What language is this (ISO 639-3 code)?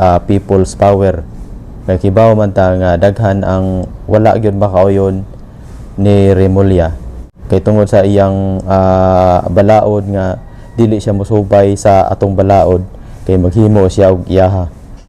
ceb